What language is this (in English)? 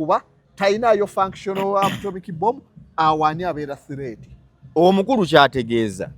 Ganda